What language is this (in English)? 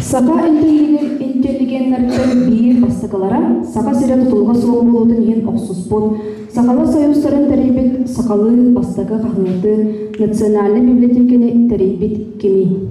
Yakut